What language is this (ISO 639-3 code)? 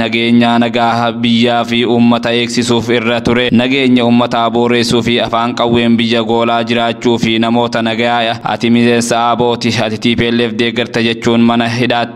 orm